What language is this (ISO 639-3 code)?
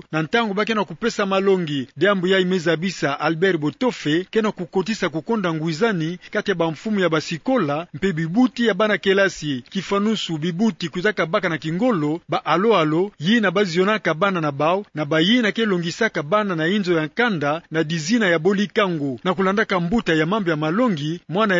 ktu